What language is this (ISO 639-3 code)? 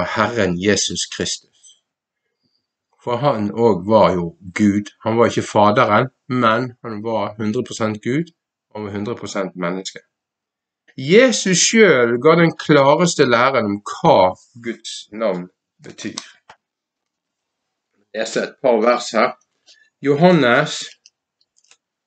nor